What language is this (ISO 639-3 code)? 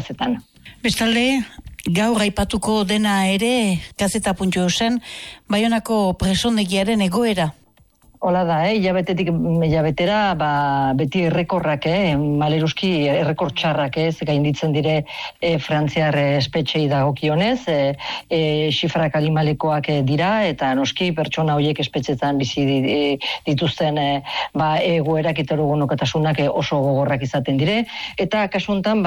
eus